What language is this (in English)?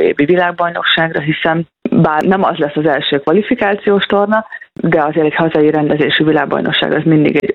Hungarian